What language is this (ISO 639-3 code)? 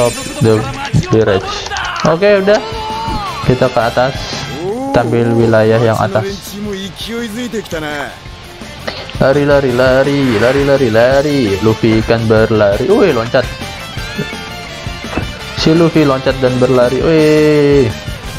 ind